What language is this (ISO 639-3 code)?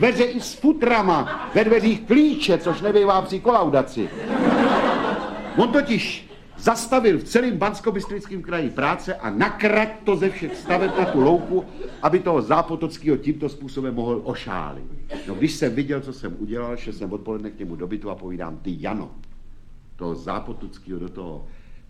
ces